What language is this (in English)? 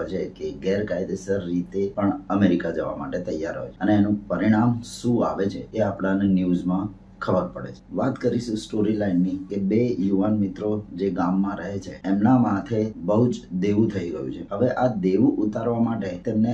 Gujarati